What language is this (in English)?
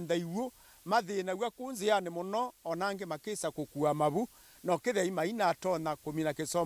Kamba